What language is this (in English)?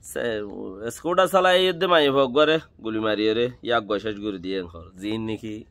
Rohingya